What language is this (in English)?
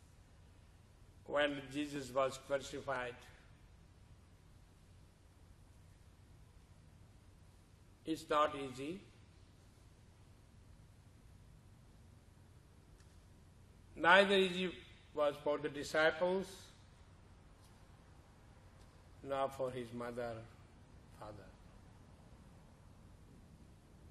English